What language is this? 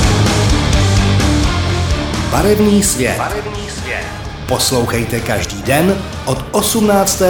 Czech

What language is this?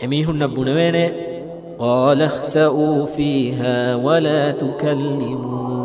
Divehi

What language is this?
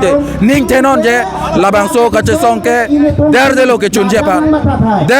Karbi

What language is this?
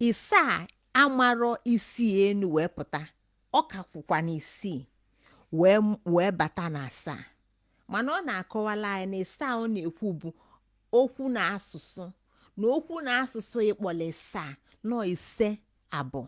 Igbo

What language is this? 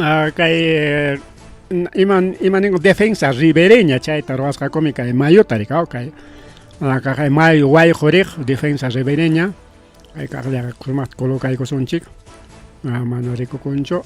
Ayacucho Quechua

